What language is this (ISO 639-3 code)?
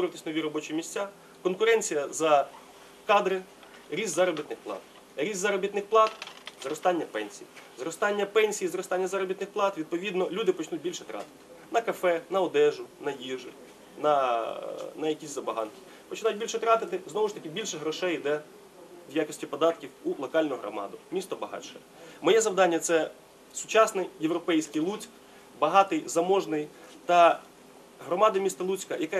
ukr